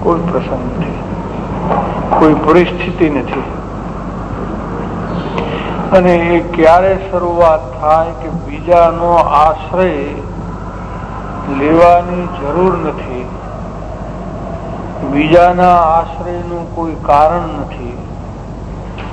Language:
Gujarati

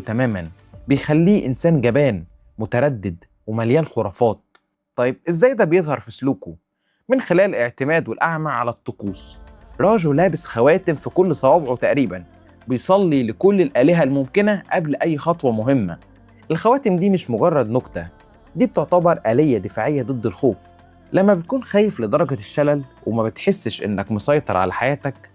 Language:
Egyptian Arabic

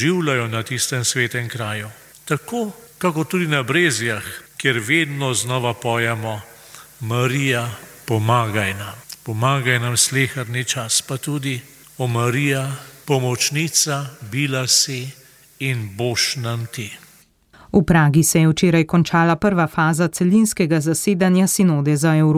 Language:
Slovenian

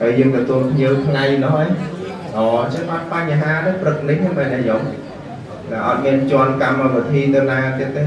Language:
Khmer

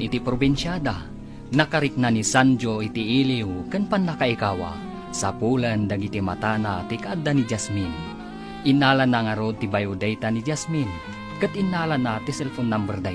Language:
Iloko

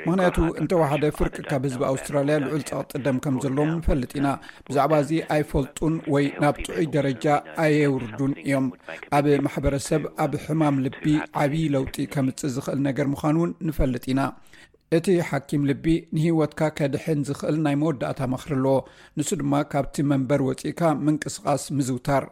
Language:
Tigrinya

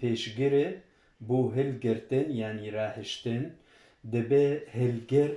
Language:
Kurdish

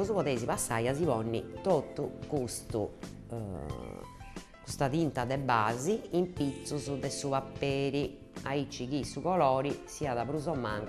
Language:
Sardinian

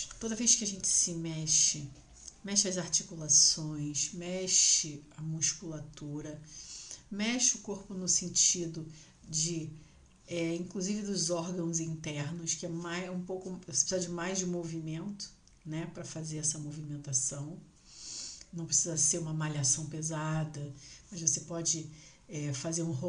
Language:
Portuguese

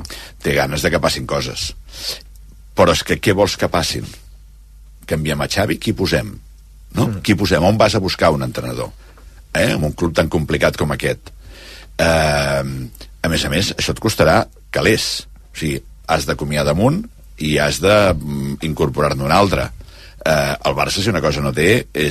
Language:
Catalan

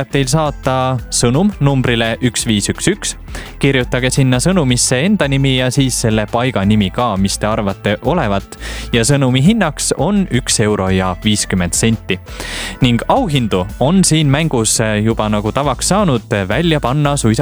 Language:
Estonian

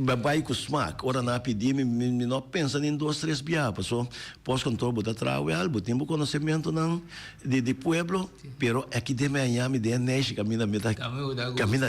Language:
Papiamento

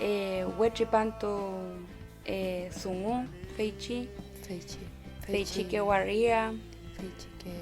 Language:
Mapuche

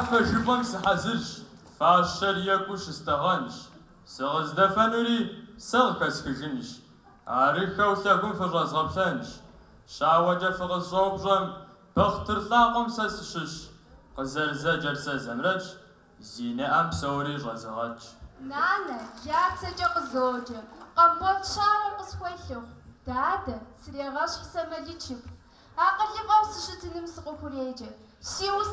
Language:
Kabardian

